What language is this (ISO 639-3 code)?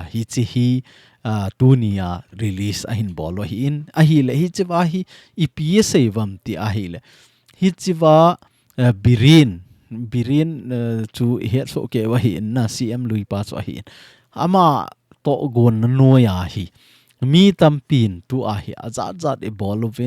tcz